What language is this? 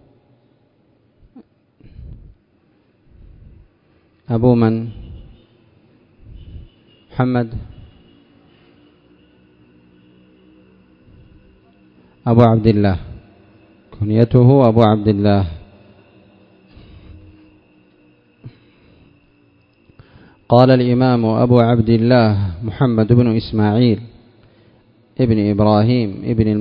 Arabic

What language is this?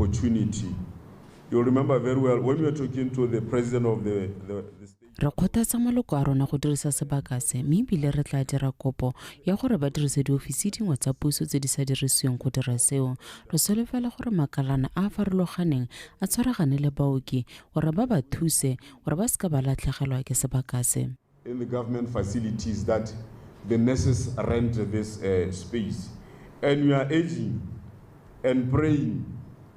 Tswana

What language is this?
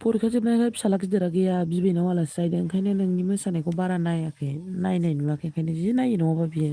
Bodo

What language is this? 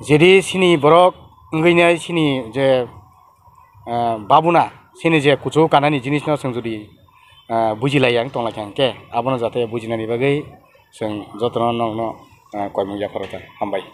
Kok Borok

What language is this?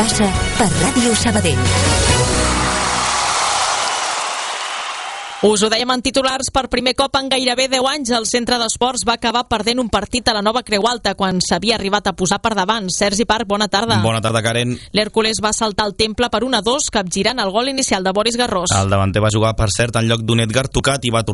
Catalan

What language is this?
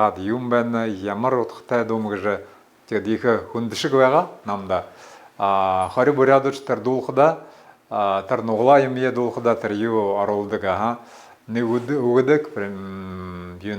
Buriat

